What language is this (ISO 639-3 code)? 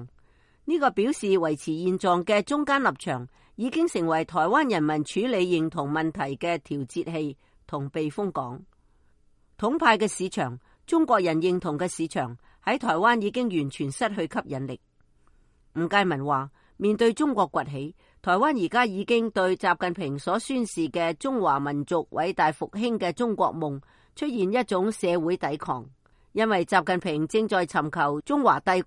yue